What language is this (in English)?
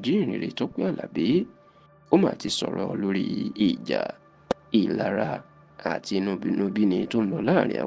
Yoruba